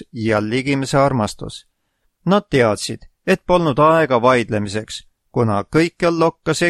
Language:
Estonian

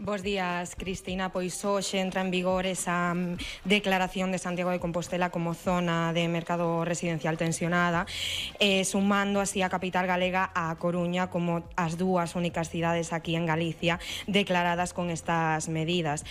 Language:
Galician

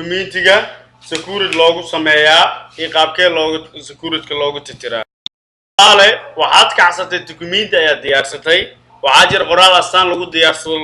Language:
Somali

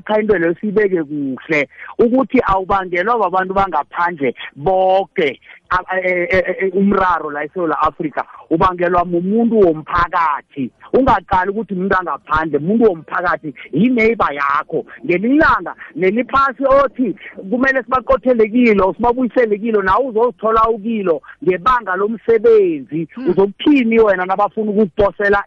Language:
South Ndebele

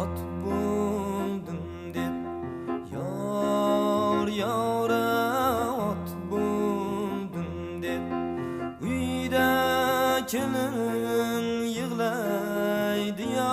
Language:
Kara-Kalpak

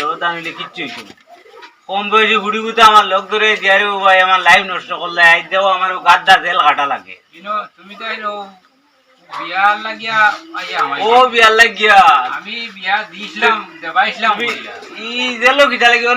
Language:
Sylheti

